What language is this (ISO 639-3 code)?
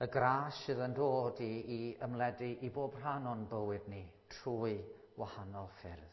cym